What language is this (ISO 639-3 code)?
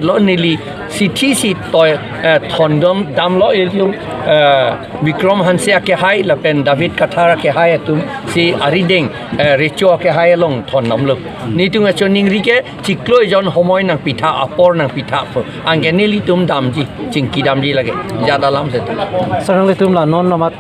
mjw